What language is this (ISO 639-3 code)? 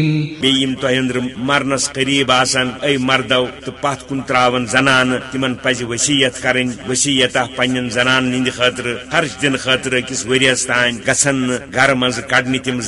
kas